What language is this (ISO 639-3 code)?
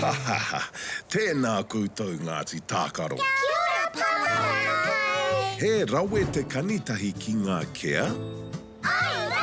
mri